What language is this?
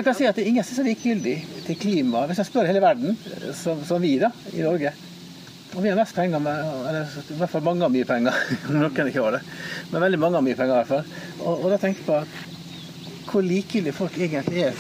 Norwegian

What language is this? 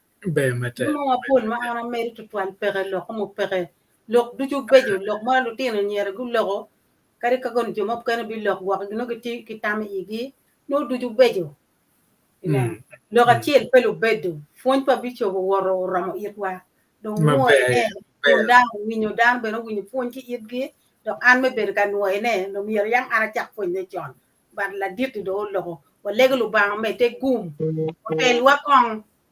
Acoli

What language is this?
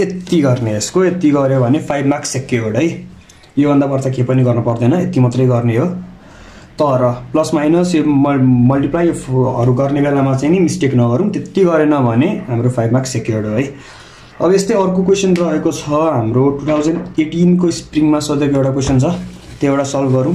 Nepali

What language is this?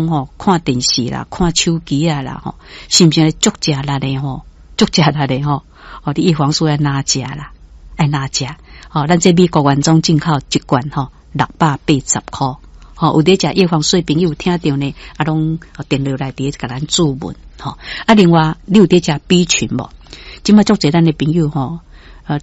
Min Nan Chinese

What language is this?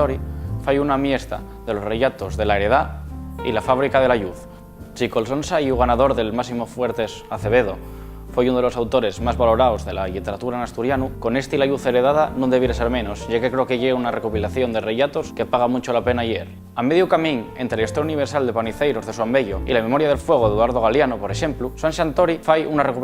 Asturian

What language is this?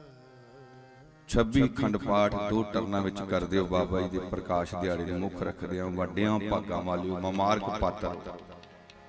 Punjabi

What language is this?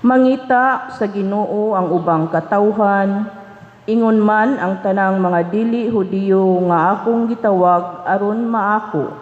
Cebuano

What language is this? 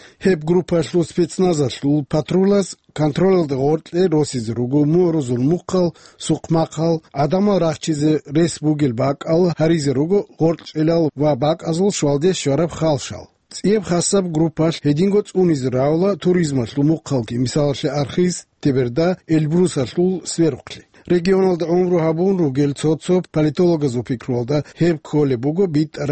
Avaric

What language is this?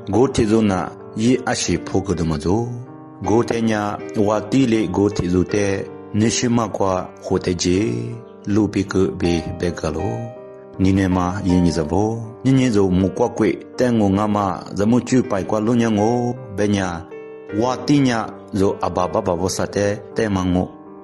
Lisu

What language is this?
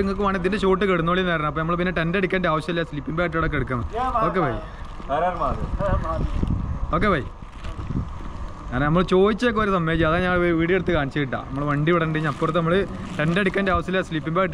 Malayalam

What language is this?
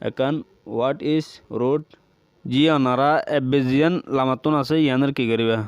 Rohingya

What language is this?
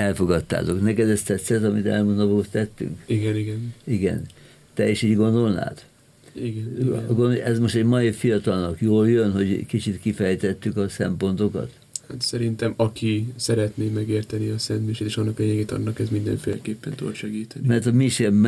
Hungarian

